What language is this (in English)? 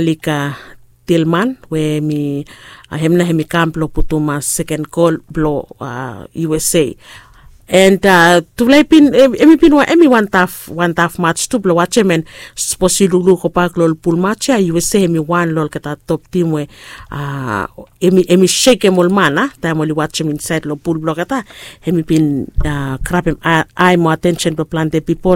Bislama